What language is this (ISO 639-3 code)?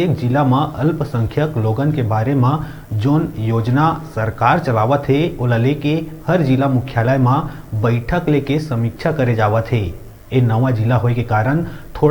hne